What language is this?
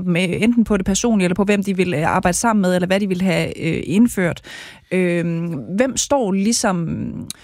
Danish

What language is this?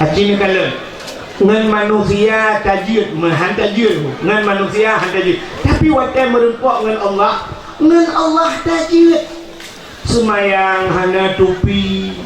Achinese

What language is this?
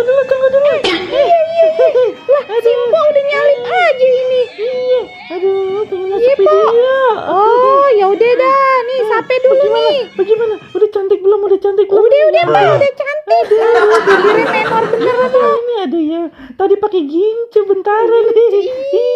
Betawi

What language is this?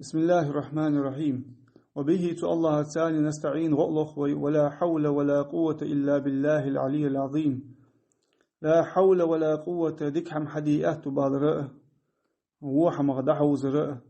Ingush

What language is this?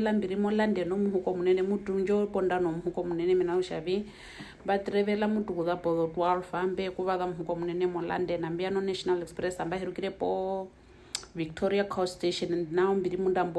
Herero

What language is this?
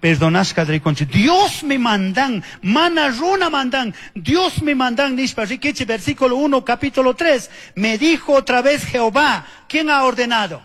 Chimborazo Highland Quichua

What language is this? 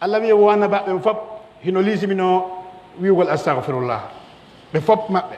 Pular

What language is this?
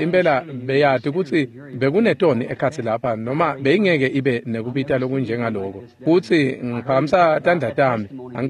Swati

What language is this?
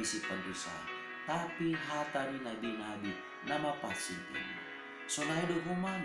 Batak Simalungun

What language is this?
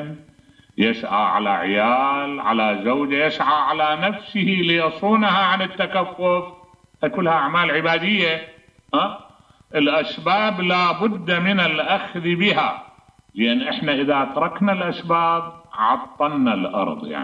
Mesopotamian Arabic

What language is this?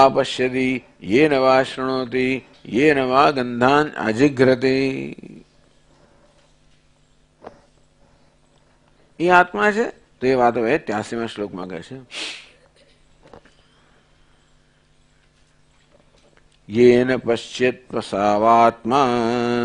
Gujarati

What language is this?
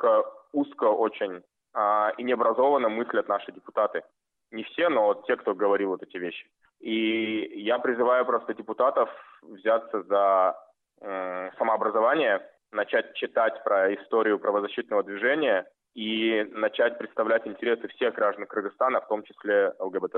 Russian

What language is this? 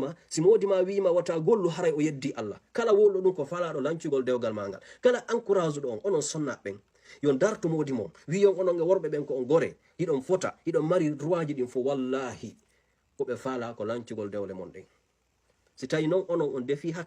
Fula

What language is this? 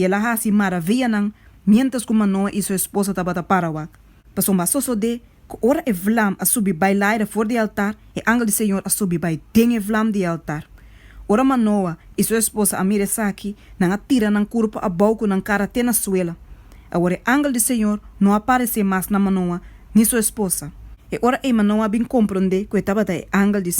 Papiamento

